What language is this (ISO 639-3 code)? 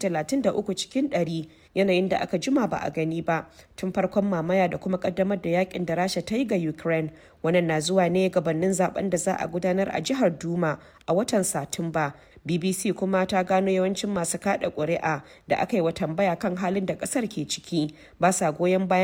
hau